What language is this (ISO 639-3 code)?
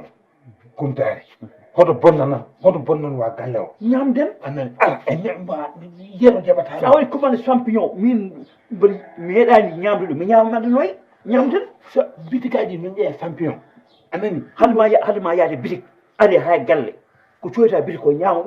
ful